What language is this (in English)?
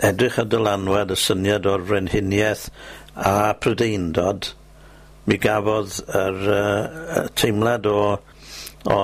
Welsh